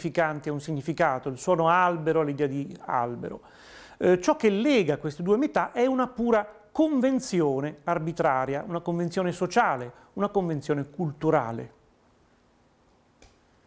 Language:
Italian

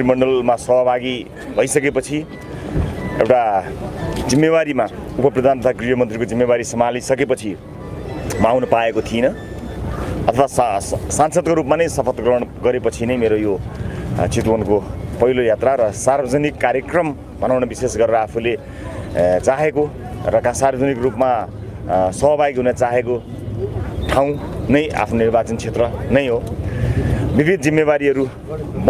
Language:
Nepali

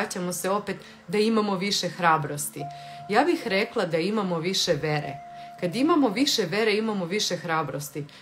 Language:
Serbian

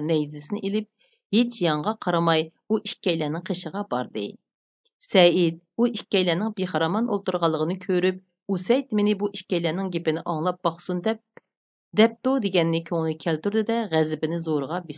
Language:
Uyghur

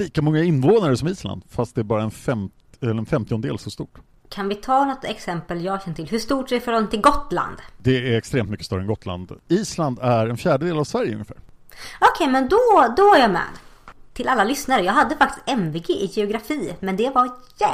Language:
Swedish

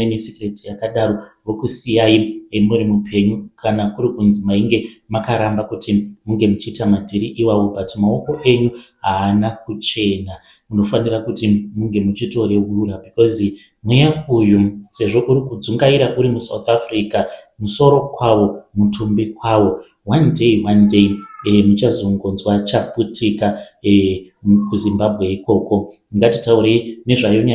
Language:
Shona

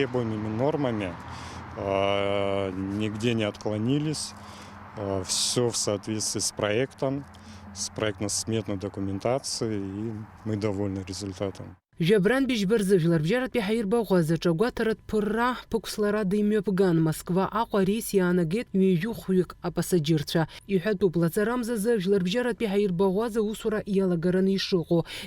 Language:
Abkhazian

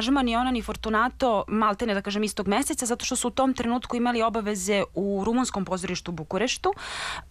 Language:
Serbian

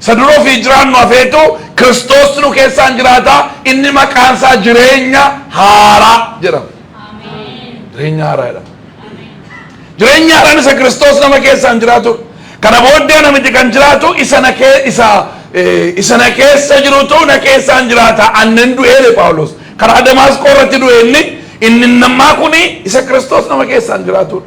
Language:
Oromo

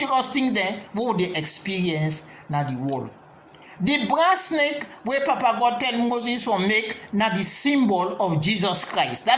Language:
Krio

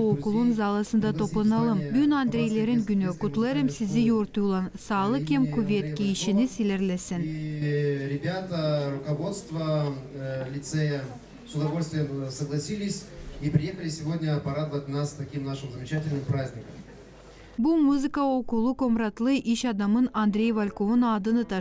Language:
Gagauz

